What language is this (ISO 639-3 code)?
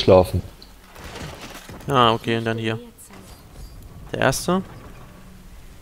deu